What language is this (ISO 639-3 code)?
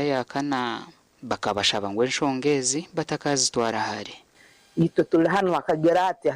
nyn